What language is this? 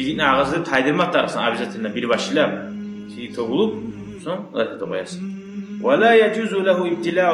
Kumyk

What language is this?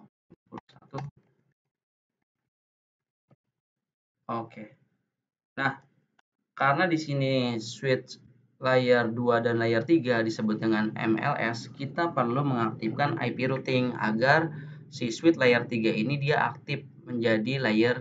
Indonesian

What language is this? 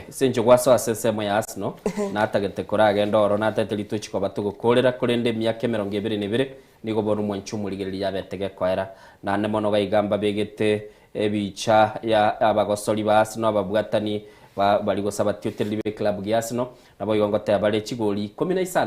Gusii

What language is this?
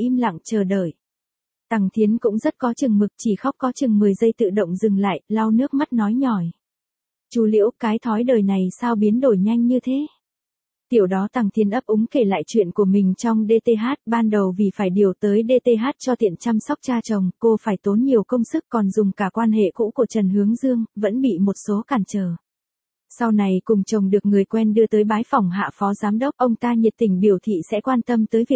Vietnamese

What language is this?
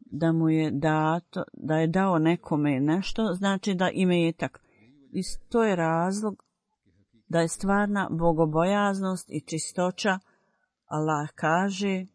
Bosnian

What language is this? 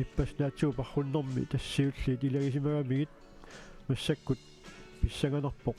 Kalaallisut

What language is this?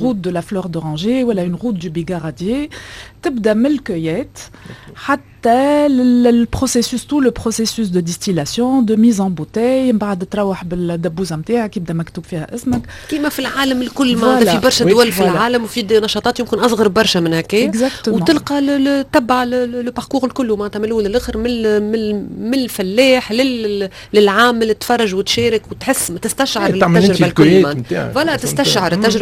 Tunisian Arabic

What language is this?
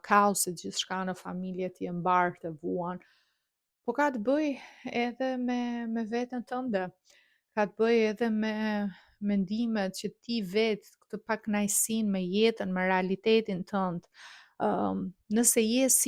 Albanian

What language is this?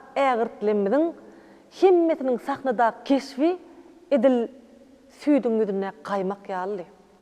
Turkmen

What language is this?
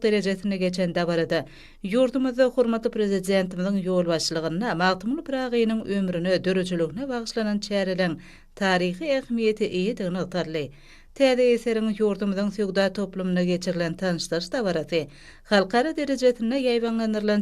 Turkmen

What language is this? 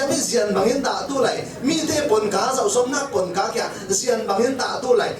Falam Chin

